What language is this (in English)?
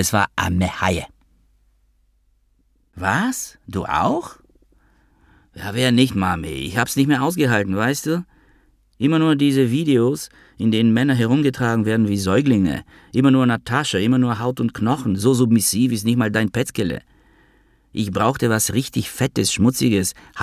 German